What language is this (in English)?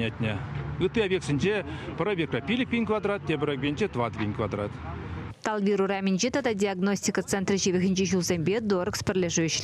Chuvash